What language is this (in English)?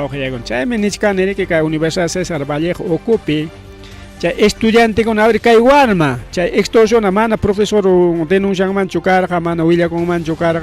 Ayacucho Quechua